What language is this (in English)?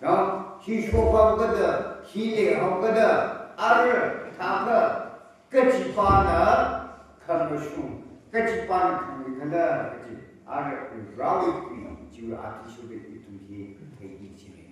Tangkhul Naga (India)